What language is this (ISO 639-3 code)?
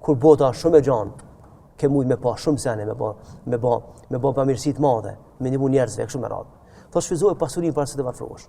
sqi